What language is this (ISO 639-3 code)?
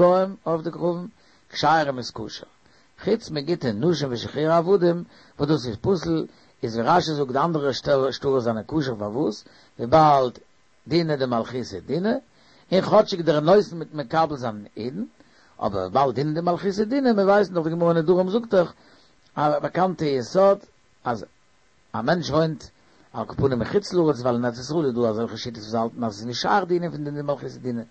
yid